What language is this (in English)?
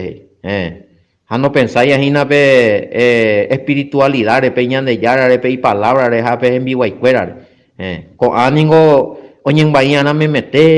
Guarani